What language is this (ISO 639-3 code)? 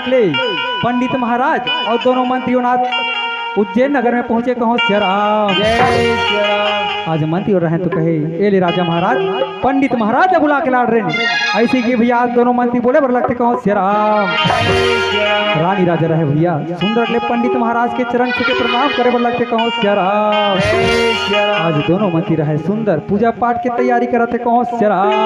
hne